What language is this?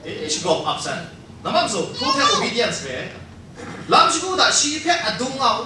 Kachin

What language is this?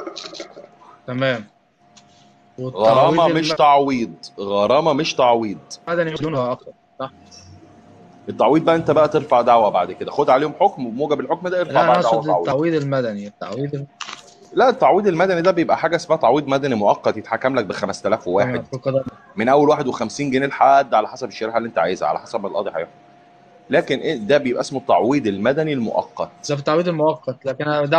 Egyptian Arabic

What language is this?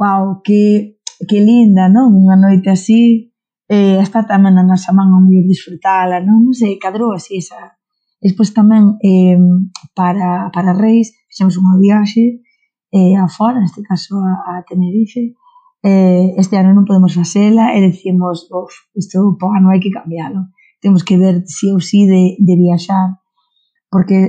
Galician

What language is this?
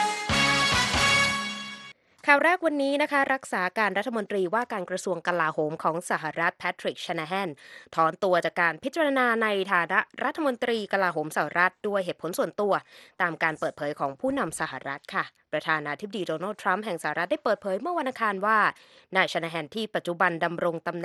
Thai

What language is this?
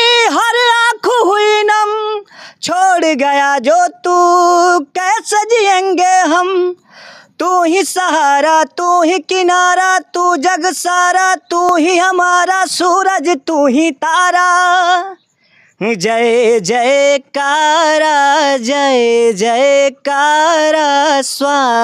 Bhojpuri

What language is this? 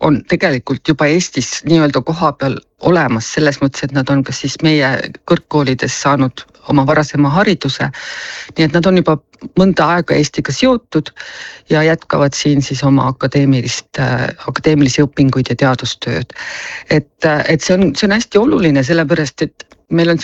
Estonian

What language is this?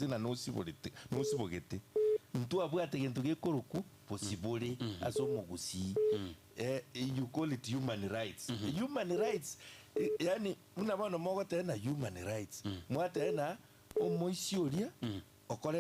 Gusii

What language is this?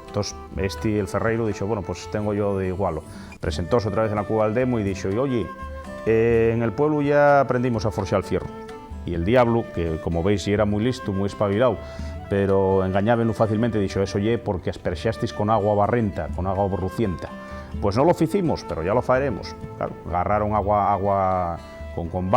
Asturian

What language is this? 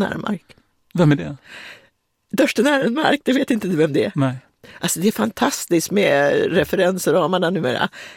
Swedish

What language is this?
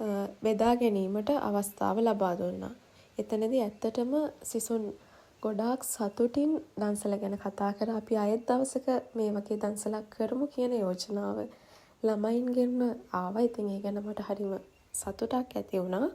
Sinhala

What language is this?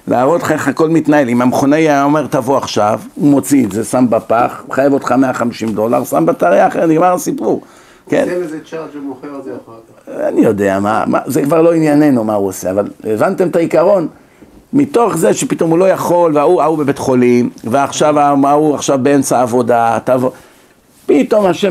Hebrew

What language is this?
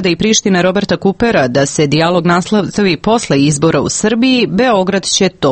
Serbian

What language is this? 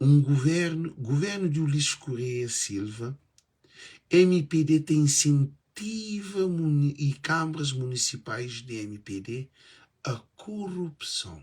Kabuverdianu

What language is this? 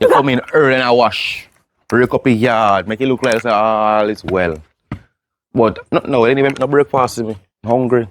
Jamaican Creole English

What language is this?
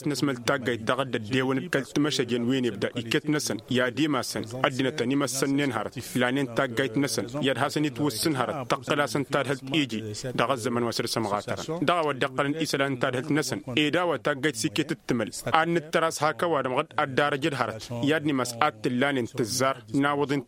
Tamasheq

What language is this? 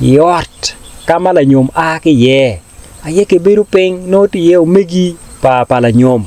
Acoli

